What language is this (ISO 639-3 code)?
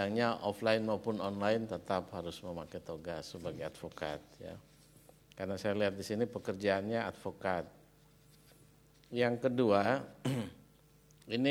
ind